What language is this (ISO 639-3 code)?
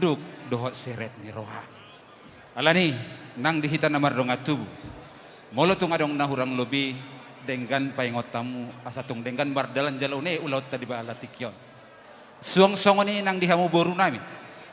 bbc